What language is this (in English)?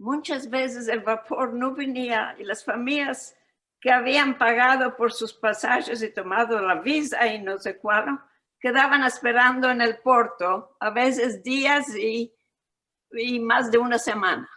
Ladino